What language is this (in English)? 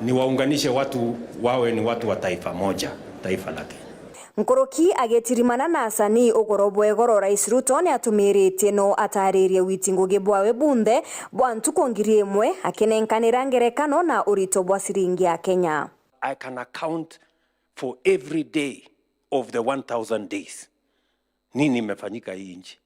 Meru